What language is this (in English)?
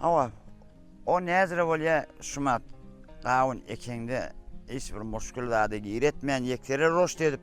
Turkmen